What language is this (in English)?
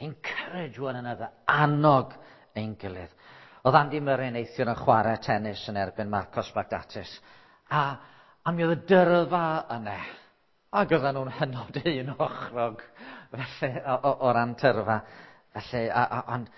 Welsh